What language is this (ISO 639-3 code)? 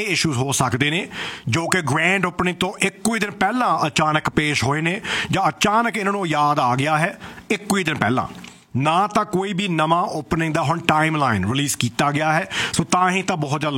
pan